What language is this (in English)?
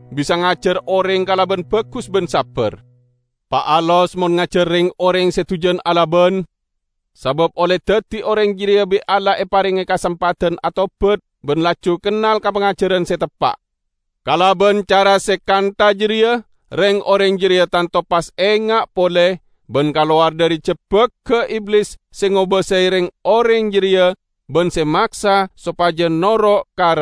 Madurese